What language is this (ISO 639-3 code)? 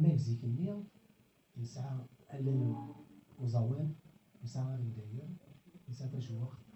kab